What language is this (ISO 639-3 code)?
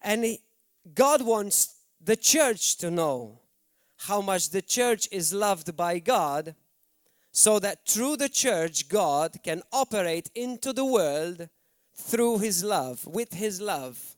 eng